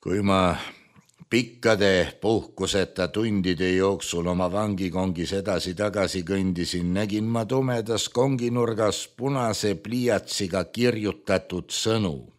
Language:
Estonian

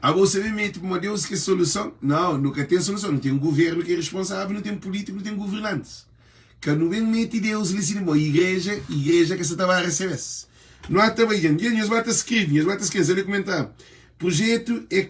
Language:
Kabuverdianu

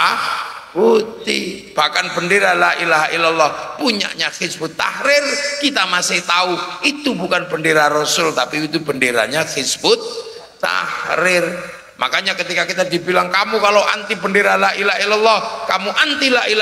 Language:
Indonesian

